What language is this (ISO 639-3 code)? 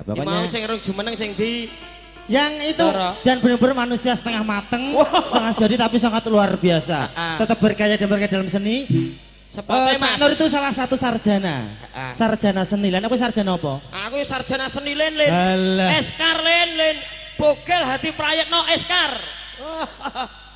jav